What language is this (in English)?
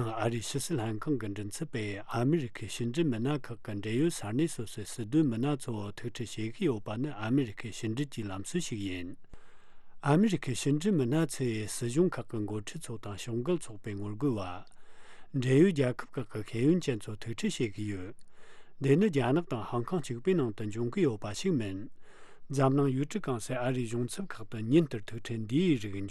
Tibetan